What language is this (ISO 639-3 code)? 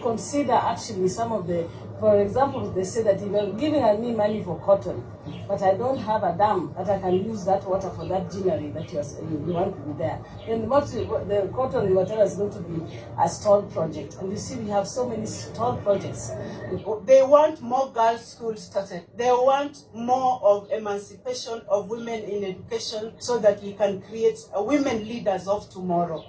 luo